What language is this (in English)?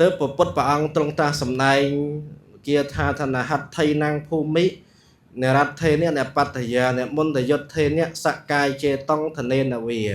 Khmer